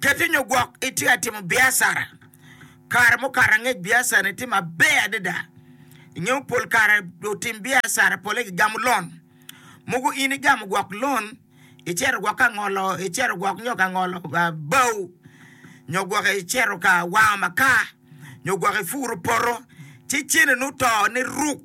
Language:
Acoli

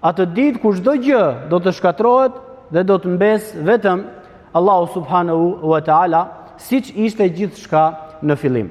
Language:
Albanian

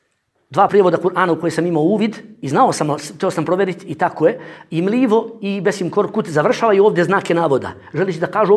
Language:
Bosnian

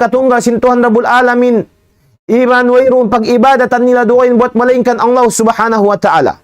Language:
Tausug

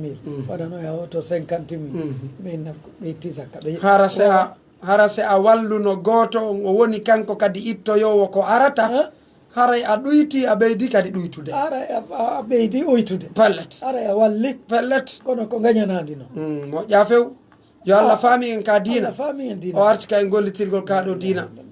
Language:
Pular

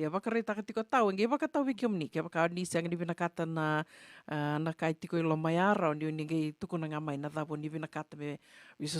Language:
Fijian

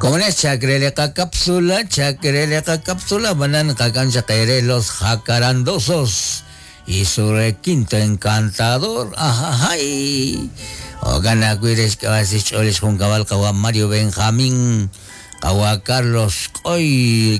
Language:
Kekchí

